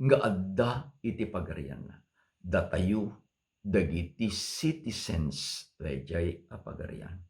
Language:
Iloko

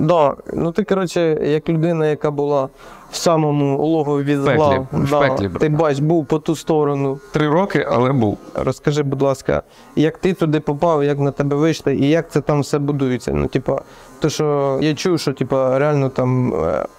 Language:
Ukrainian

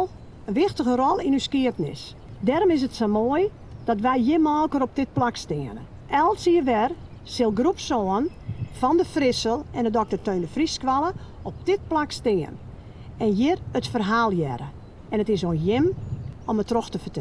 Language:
Western Frisian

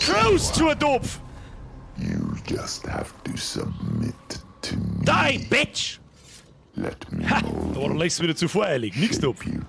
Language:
Bavarian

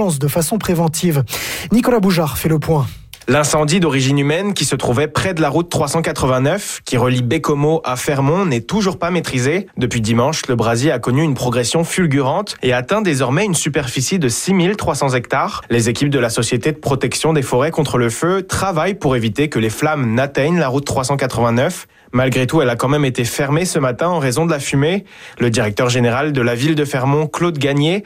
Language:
French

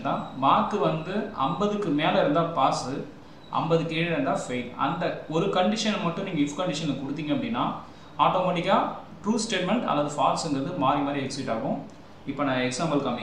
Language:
Tamil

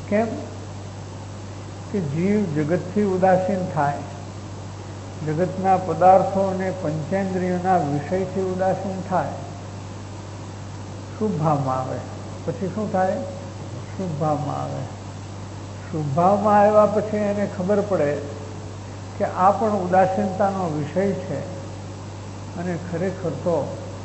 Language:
Gujarati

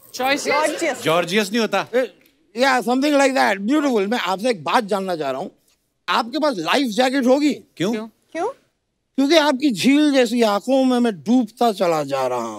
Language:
Hindi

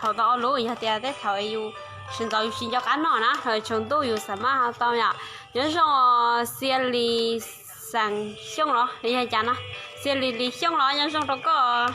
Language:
Hmong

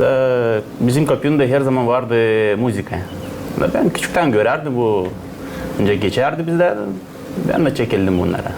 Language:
Gagauz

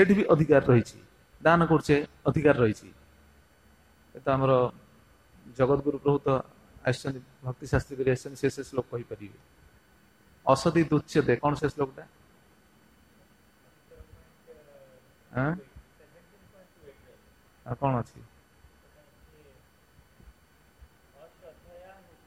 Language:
Odia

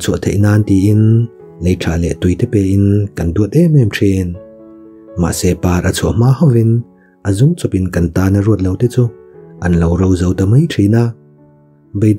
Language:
Mizo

